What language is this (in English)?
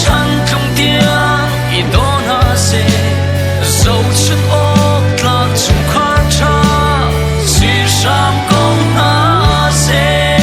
Hakha Chin